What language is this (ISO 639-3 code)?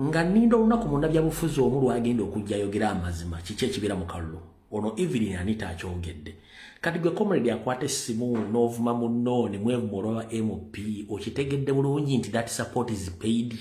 lug